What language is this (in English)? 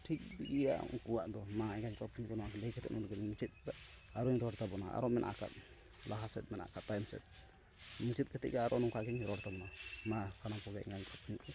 Santali